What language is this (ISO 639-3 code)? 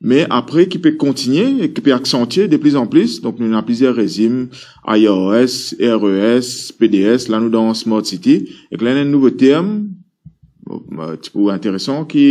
mfe